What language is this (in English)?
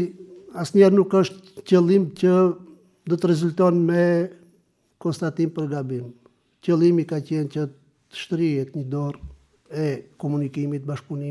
Albanian